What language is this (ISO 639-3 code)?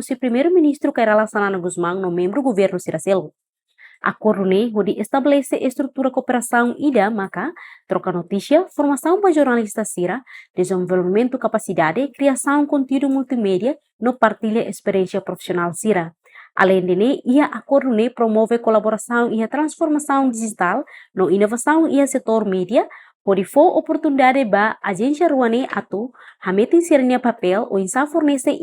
tet